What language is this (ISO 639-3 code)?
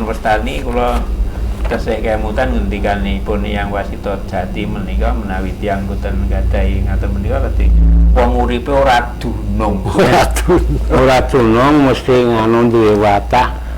jav